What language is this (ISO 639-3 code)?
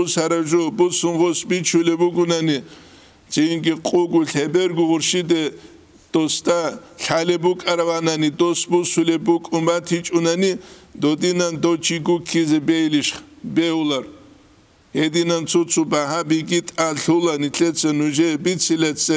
ava